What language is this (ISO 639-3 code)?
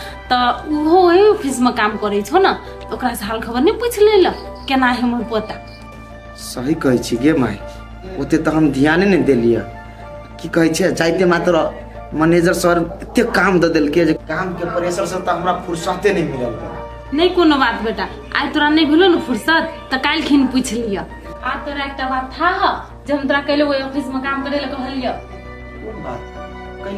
mai